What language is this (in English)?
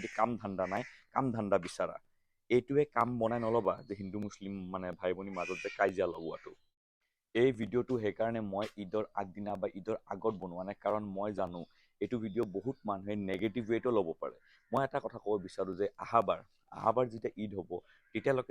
Assamese